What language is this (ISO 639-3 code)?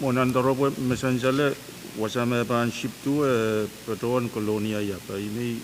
pon